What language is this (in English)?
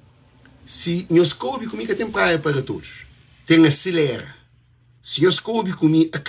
Kabuverdianu